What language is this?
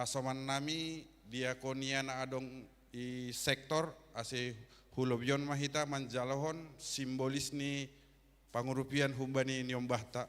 Batak Simalungun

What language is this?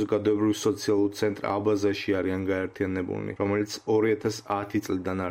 Georgian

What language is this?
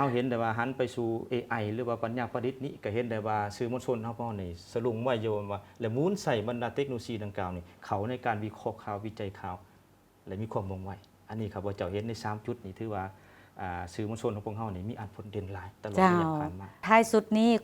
Lao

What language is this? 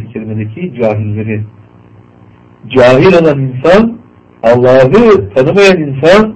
Turkish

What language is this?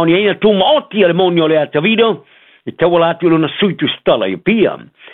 Samoan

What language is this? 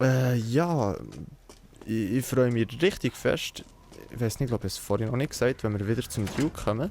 Swiss German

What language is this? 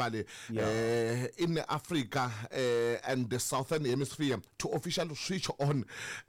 Tsonga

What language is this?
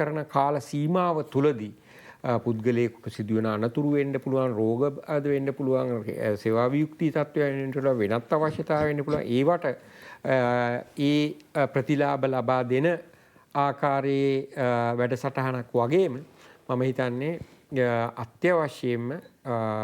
Sinhala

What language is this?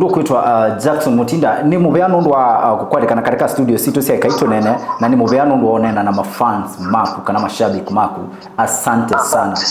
Kamba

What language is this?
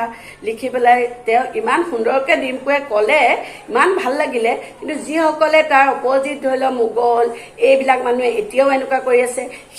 Assamese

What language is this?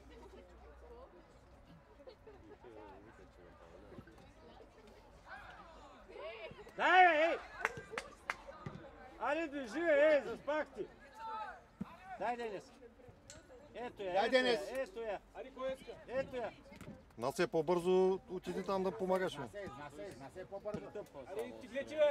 Bulgarian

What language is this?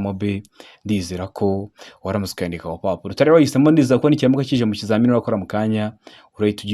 Kinyarwanda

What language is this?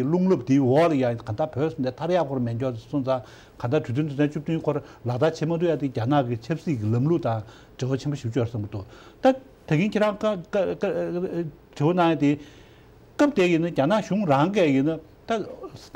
Tibetan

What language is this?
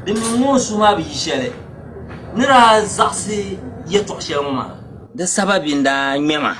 Dagbani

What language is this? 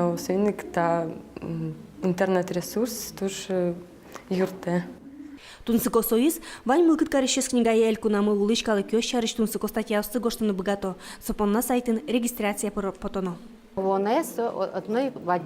Udmurt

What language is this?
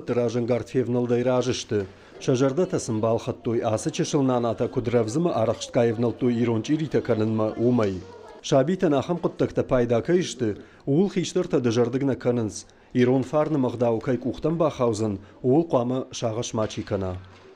Ossetic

